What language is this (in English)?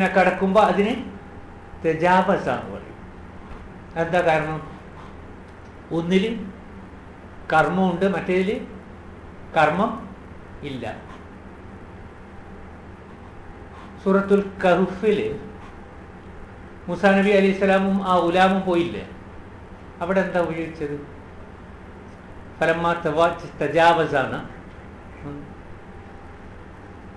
Malayalam